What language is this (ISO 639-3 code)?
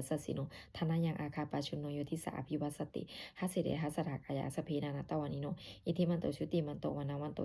pli